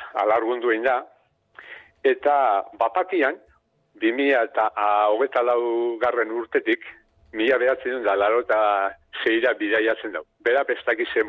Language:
Basque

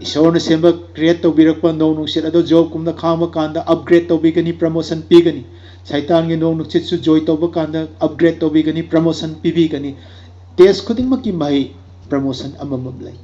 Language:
Manipuri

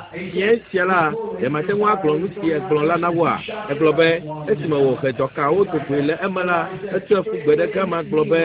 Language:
Ewe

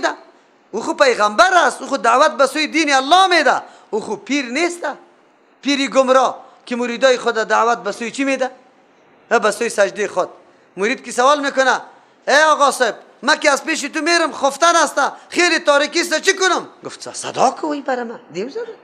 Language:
Persian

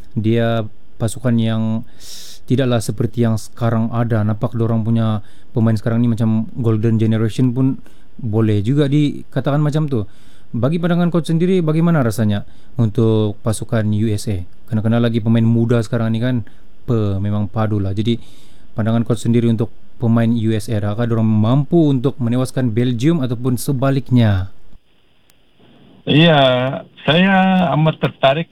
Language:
Malay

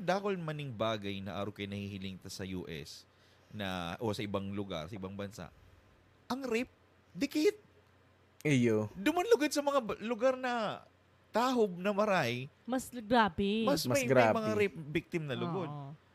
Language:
Bikol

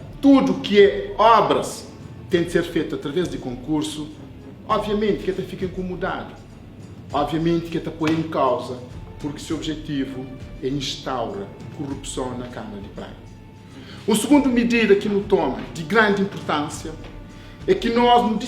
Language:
Kabuverdianu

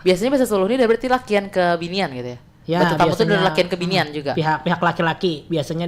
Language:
Banjar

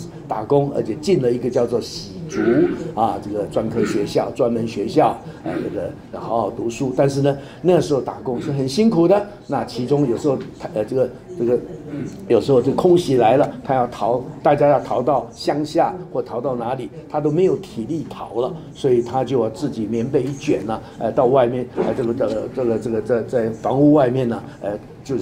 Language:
Chinese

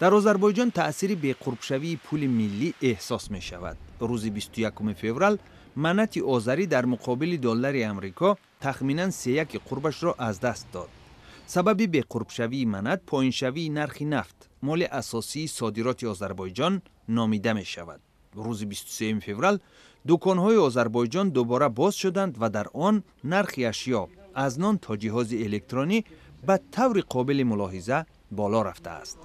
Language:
Tajik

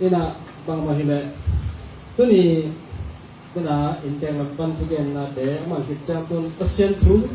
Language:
Tedim Chin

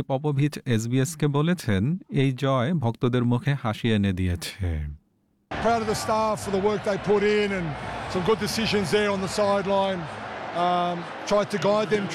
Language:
Bangla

